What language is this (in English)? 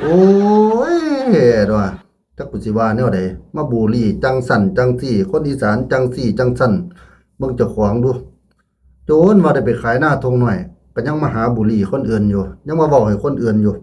Northeastern Thai